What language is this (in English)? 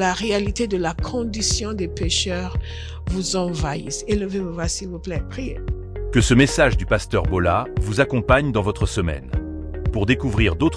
French